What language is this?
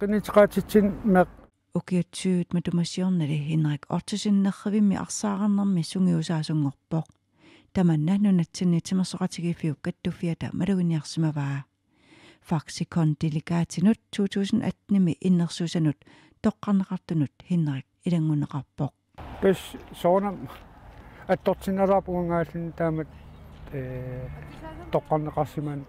Kalaallisut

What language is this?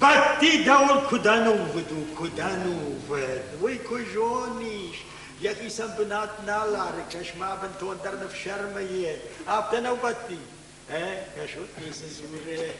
Ossetic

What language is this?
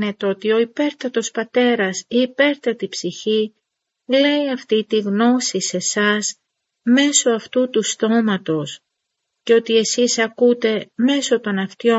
Greek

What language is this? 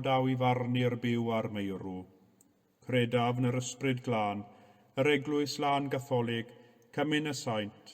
Welsh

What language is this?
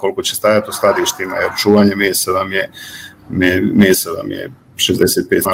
Bosnian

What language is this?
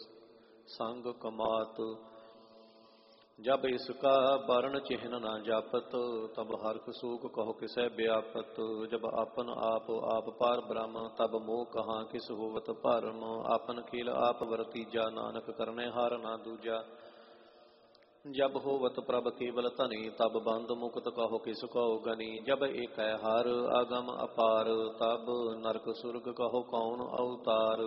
Punjabi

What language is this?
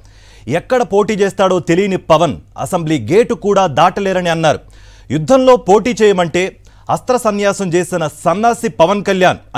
Telugu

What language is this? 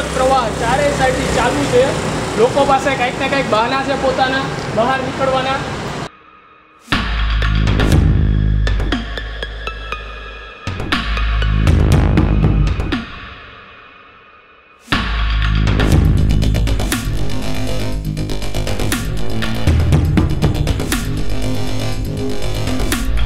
Gujarati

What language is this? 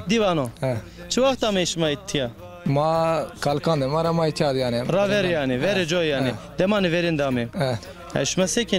Zaza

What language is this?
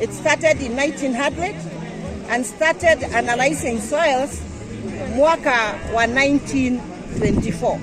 Gusii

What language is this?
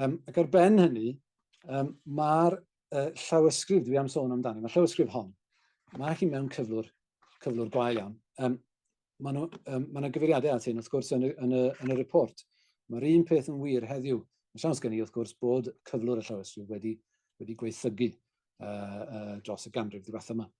Welsh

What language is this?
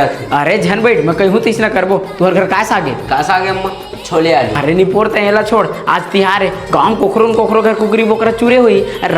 Chhattisgarhi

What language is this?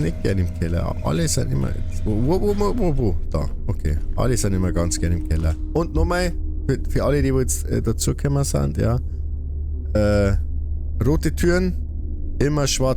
Bavarian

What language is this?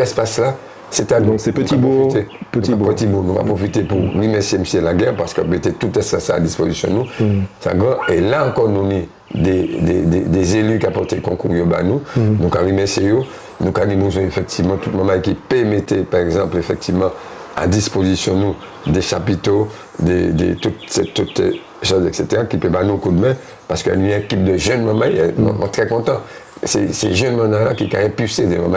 Guadeloupean Creole French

